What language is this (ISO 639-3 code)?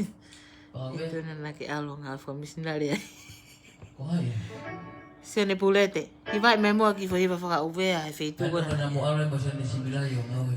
ton